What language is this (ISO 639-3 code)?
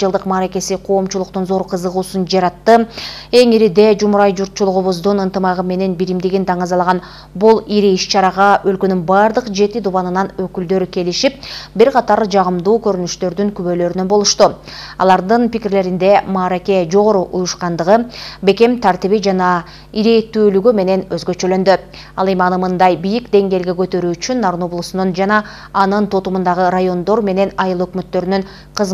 kir